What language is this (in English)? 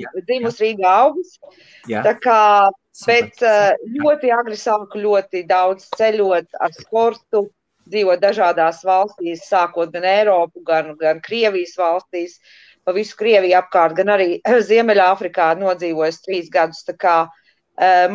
Latvian